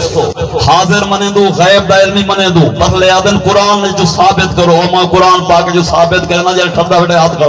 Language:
Saraiki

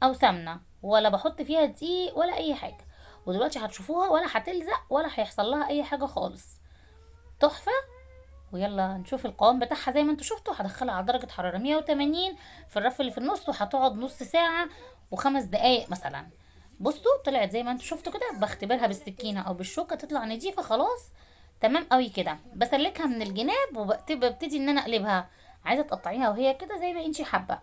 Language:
Egyptian Arabic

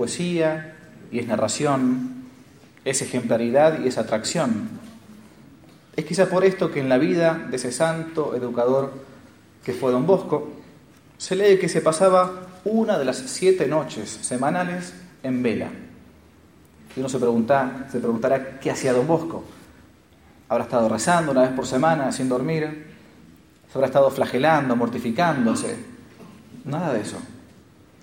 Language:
Spanish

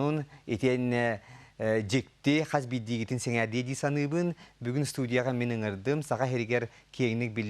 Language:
Yakut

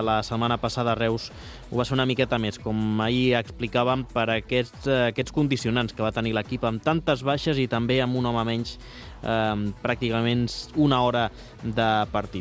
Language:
Catalan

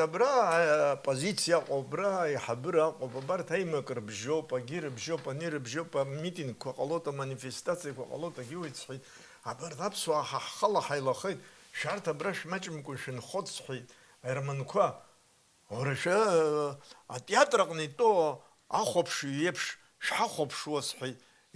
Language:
Abkhazian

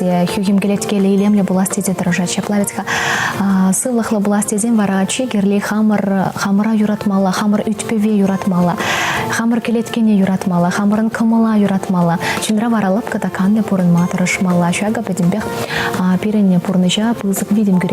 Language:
Chuvash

